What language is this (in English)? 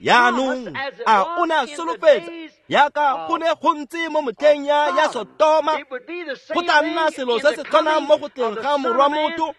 Tswana